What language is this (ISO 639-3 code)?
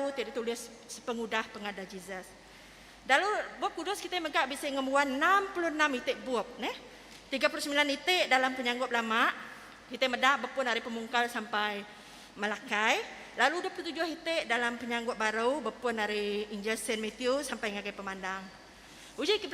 iba